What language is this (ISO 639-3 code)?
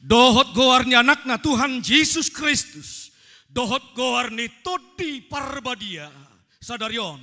bbc